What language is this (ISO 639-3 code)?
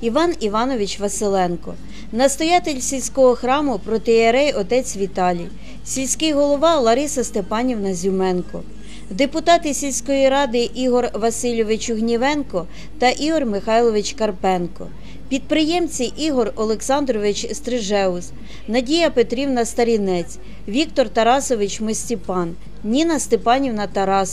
ukr